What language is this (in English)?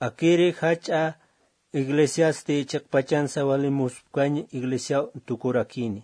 Aymara